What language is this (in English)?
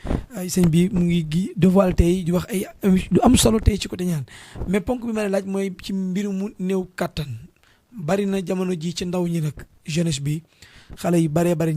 Wolof